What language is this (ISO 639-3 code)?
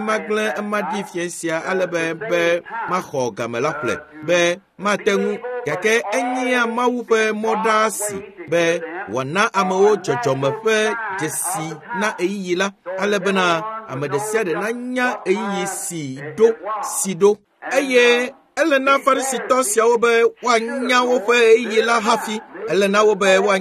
ewe